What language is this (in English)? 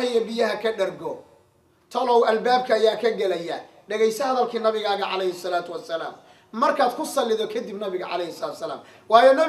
Somali